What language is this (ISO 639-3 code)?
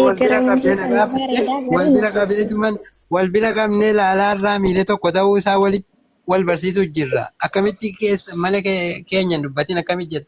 orm